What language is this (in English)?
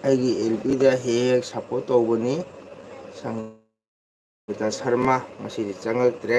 Manipuri